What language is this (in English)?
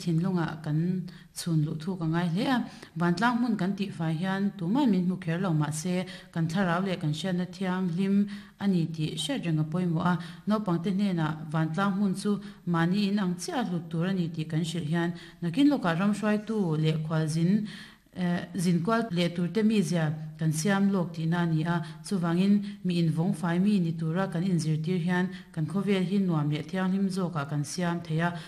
Mizo